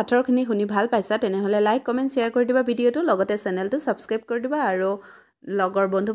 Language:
Assamese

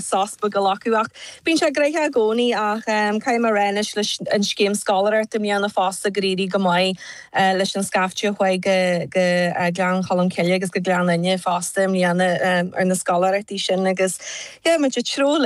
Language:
Irish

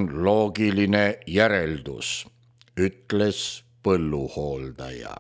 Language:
Estonian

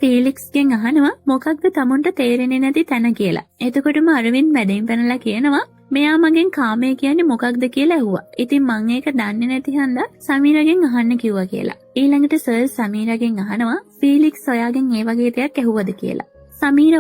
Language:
Sinhala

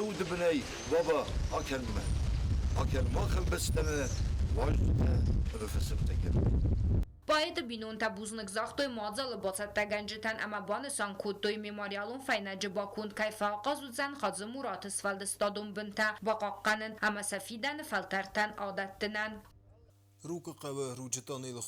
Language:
Ossetic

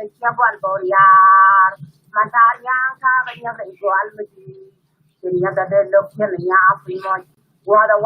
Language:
Nuer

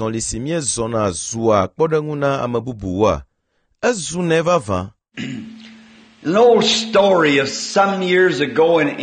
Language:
Ewe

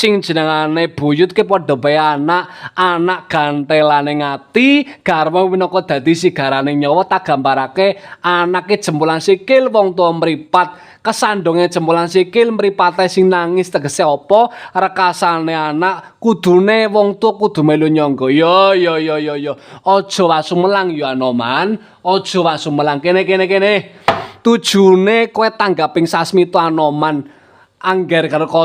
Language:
Javanese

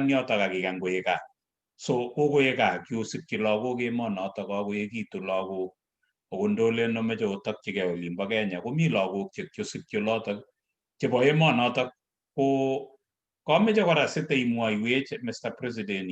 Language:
Kalenjin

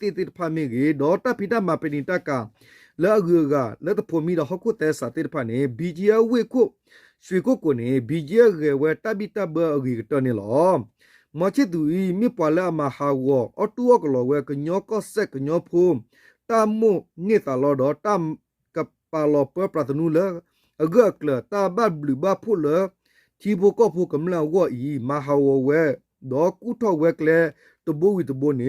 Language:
S'gaw Karen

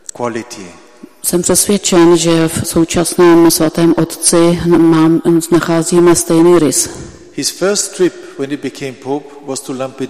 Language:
Czech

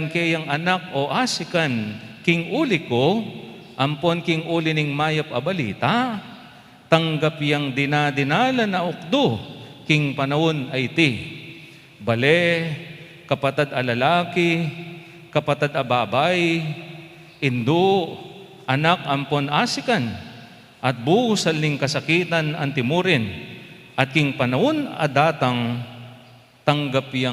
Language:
Pampanga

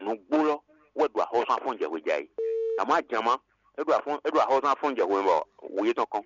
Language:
Fon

